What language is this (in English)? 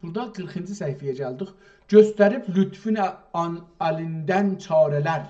South Azerbaijani